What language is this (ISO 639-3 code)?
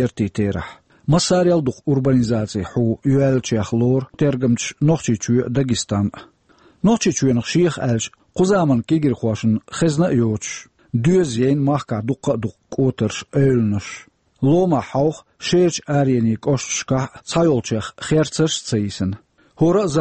che